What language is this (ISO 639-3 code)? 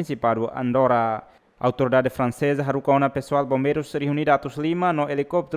tet